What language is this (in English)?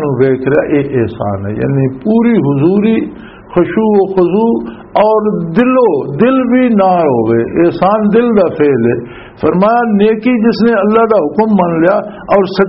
Western Panjabi